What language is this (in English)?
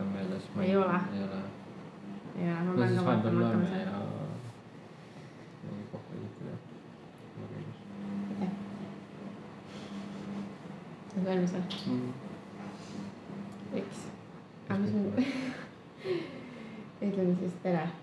Estonian